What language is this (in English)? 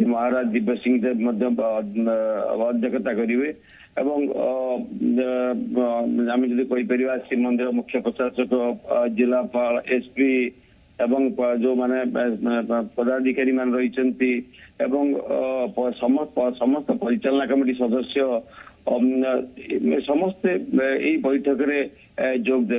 Odia